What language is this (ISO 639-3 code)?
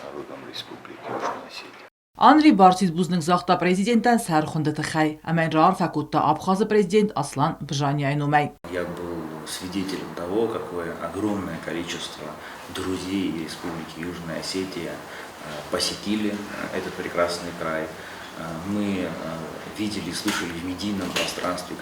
oss